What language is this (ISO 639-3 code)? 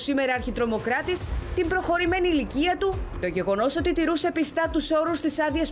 ell